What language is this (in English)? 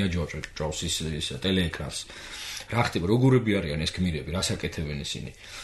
Georgian